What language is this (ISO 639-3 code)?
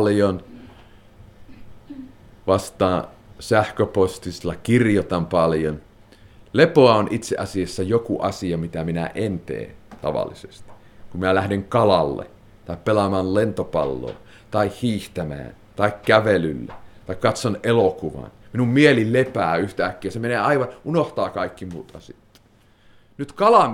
fin